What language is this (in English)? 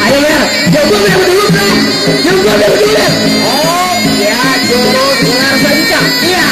Banjar